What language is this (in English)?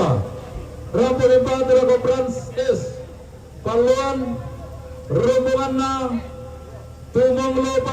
Toraja-Sa'dan